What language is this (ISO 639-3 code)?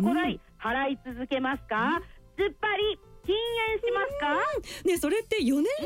jpn